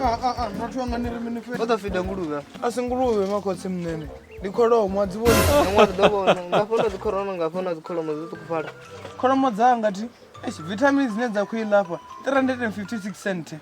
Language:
Venda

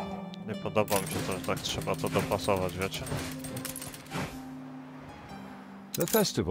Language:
Polish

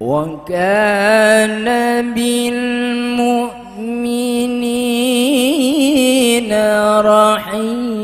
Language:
Madurese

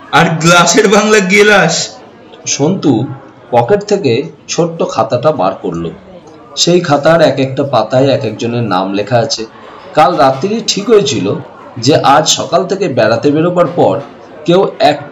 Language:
Bangla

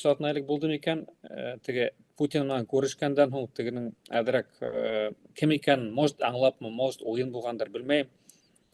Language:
Bashkir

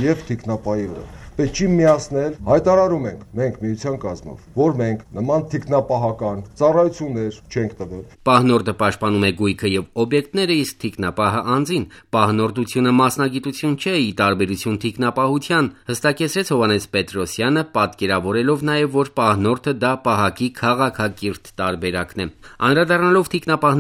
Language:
Armenian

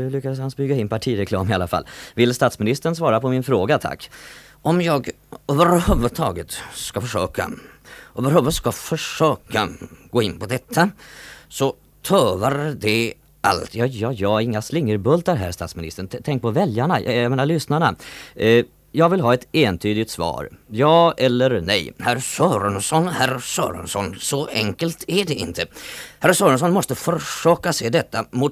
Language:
Swedish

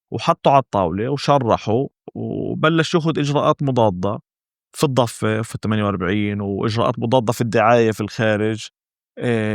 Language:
North Levantine Arabic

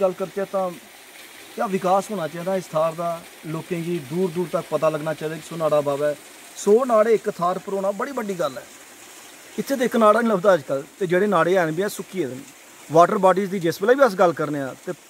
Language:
Dogri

